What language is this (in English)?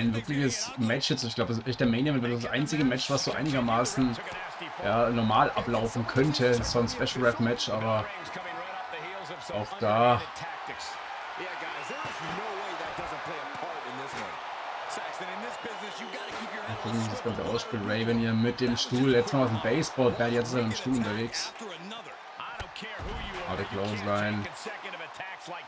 German